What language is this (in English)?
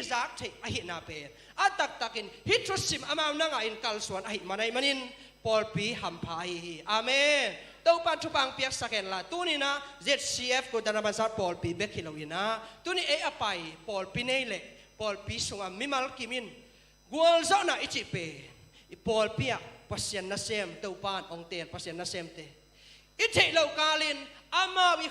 Tedim Chin